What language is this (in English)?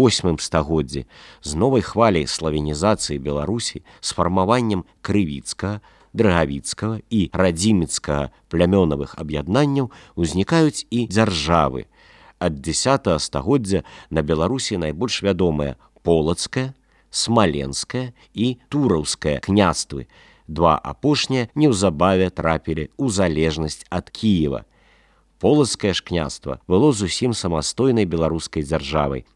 Belarusian